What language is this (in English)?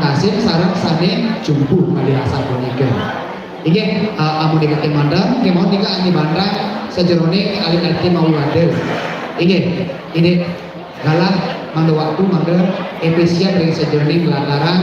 Balinese